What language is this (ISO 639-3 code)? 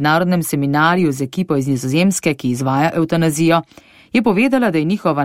slv